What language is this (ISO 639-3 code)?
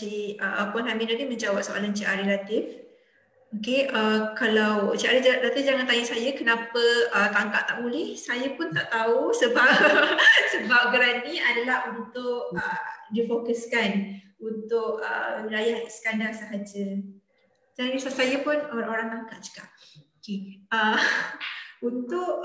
msa